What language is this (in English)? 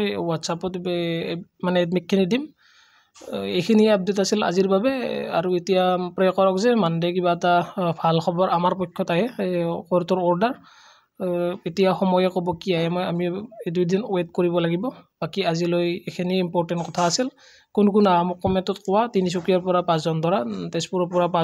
Assamese